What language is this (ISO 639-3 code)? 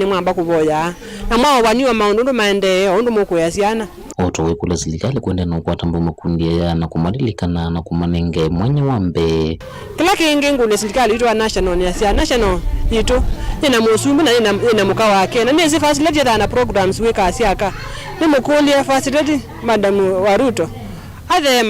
kam